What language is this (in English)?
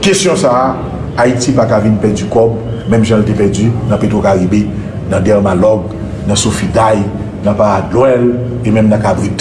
Haitian Creole